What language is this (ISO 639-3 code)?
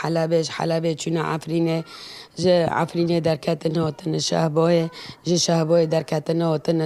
kur